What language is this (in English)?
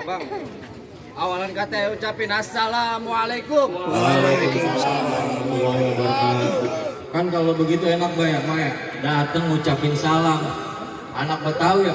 Betawi